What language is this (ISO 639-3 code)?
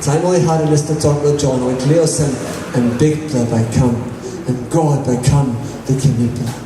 tpi